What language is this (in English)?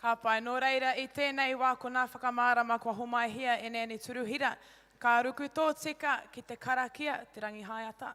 Māori